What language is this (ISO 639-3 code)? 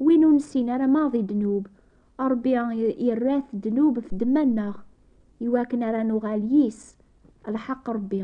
kab